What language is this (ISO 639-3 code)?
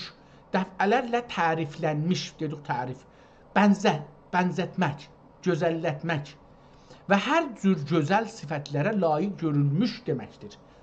azb